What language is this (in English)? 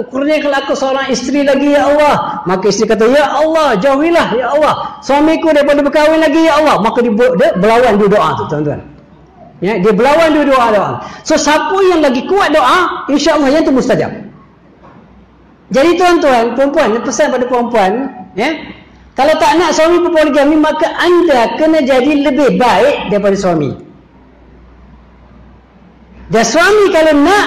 Malay